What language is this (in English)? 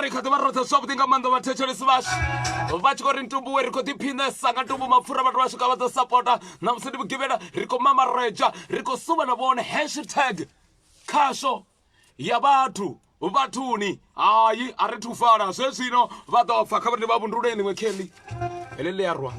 Venda